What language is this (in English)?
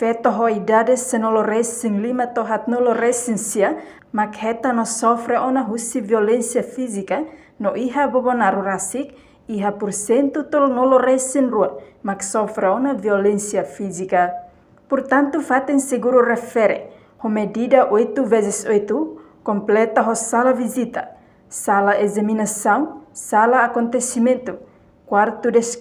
Tetum